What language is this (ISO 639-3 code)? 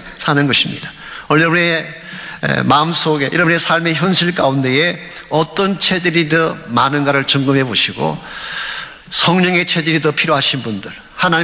kor